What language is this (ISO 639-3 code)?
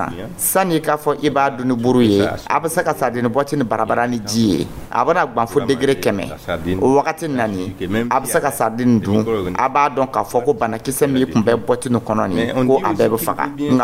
dyu